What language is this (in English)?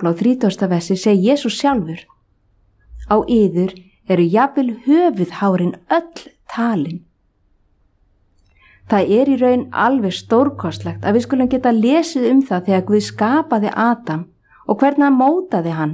Icelandic